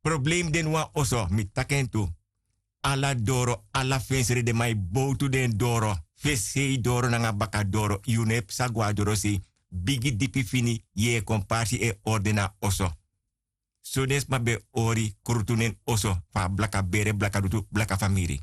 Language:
Sranan Tongo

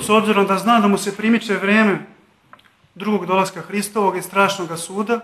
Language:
Serbian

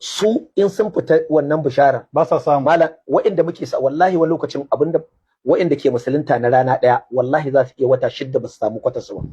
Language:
Hausa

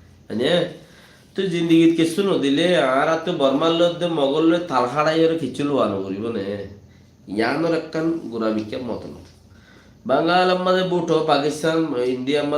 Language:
Rohingya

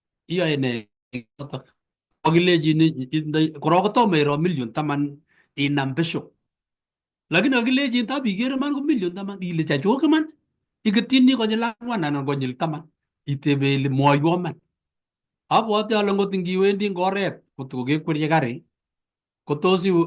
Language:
Kalenjin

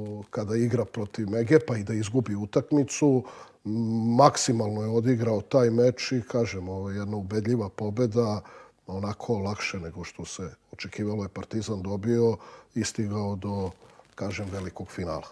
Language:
Serbian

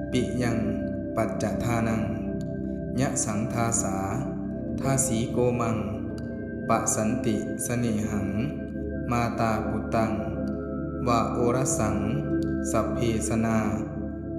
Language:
Pali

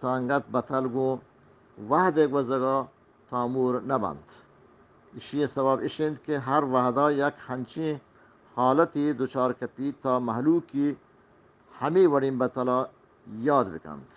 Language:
Eastern Balochi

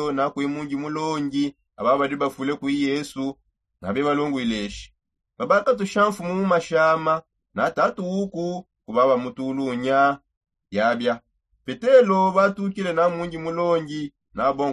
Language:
Songe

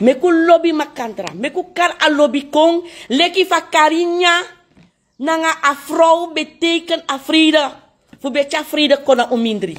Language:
Sranan Tongo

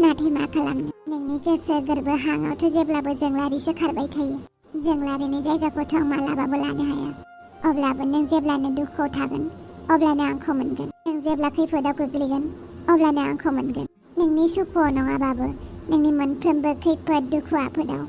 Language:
Bodo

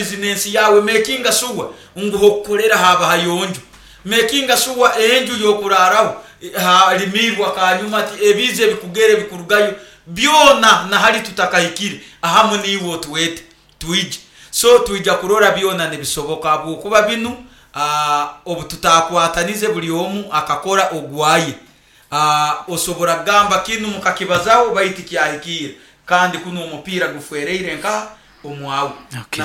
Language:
Nyoro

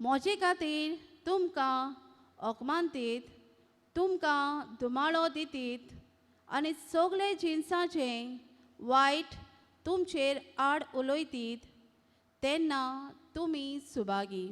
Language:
Konkani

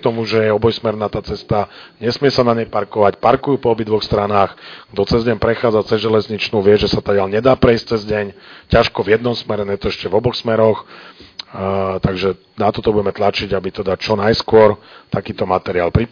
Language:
Slovak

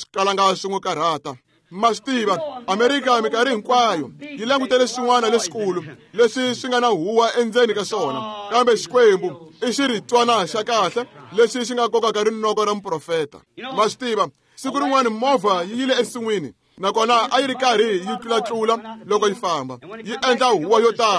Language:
Tsonga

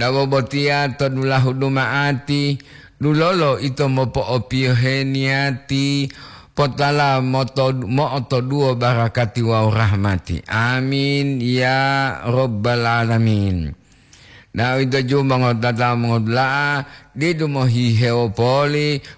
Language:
Gorontalo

